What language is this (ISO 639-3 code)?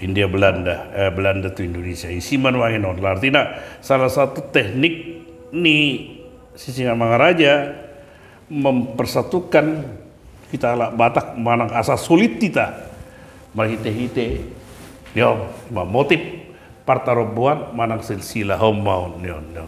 bbc